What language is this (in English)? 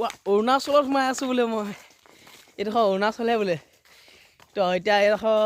Assamese